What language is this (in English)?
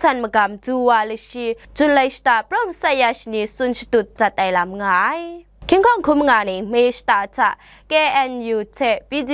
Kachin